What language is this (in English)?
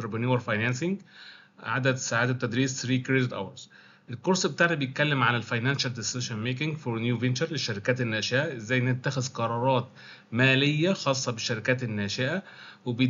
Egyptian Arabic